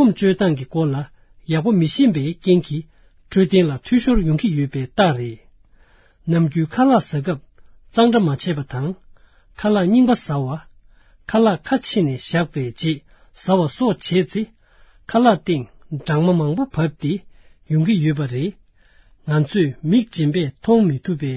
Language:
Tibetan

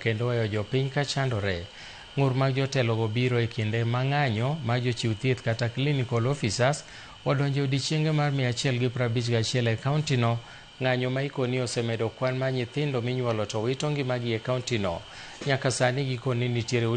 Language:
Luo (Kenya and Tanzania)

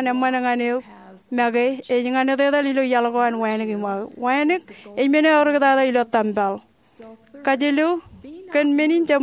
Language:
Marshallese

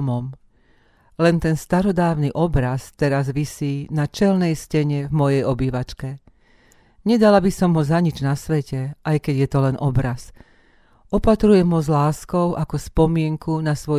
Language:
Slovak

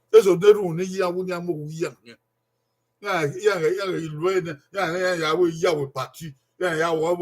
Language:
Bini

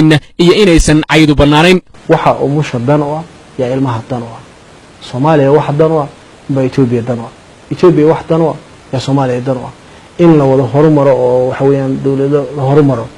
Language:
Somali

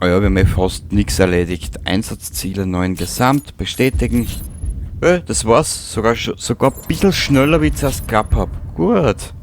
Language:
Bavarian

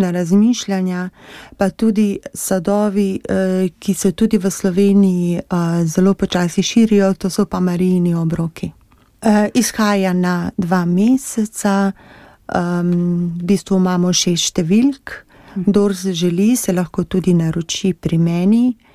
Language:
Slovenian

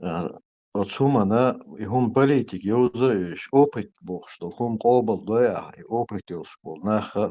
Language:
Chechen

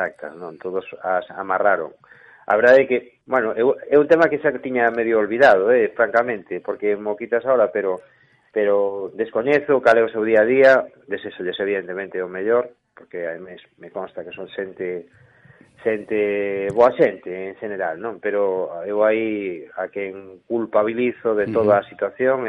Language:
Galician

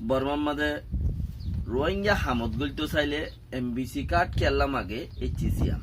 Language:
Rohingya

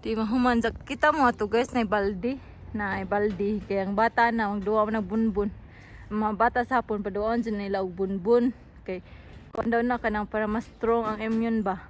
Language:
Cebuano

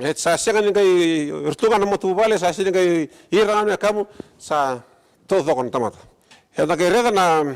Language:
Fijian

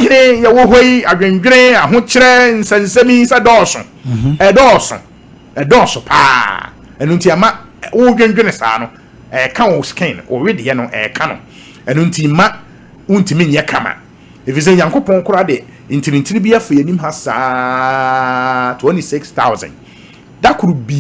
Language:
Akan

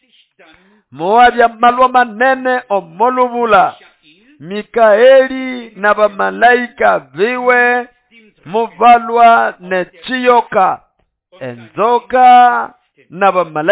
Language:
Nande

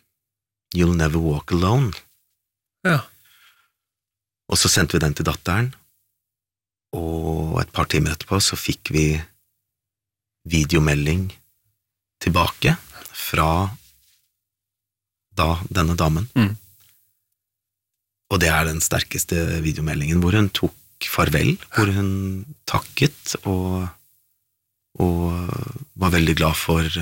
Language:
Norwegian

